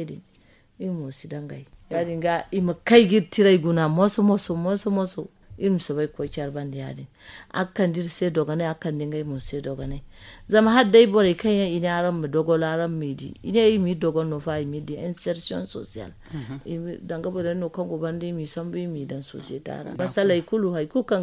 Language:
Zarma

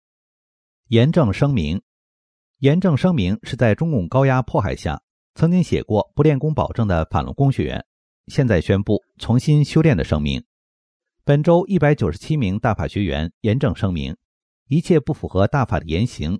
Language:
Chinese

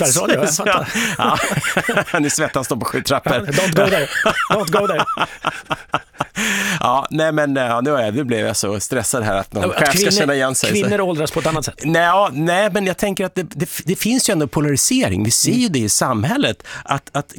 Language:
Swedish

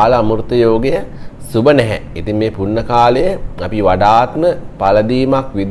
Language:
Sinhala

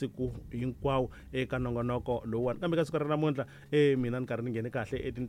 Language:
Tsonga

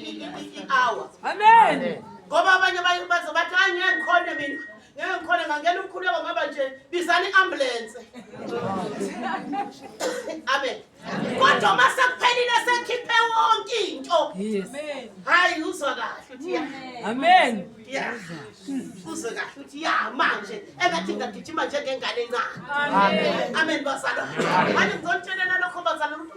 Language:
Zulu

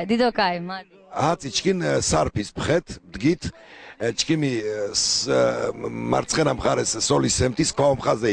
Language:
Laz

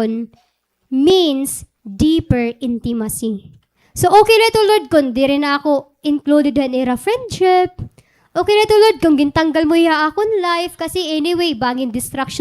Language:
Waray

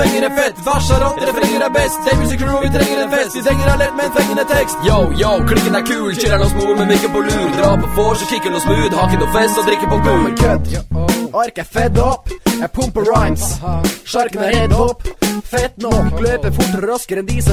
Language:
Norwegian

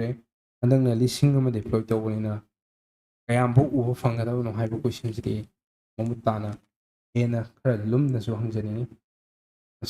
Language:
Manipuri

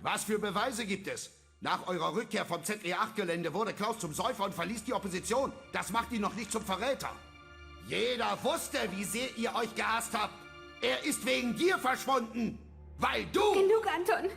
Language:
Bavarian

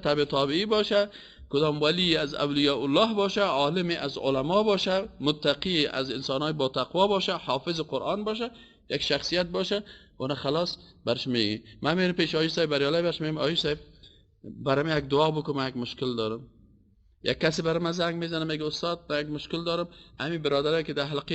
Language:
Persian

